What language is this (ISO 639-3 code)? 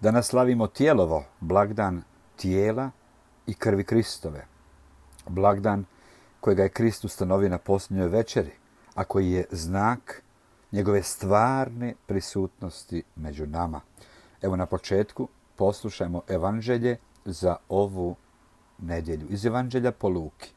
hrv